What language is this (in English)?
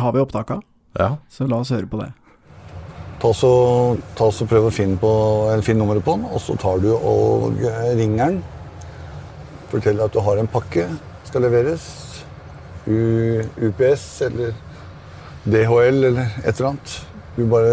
Norwegian